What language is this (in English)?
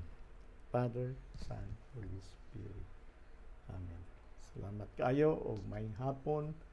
Cebuano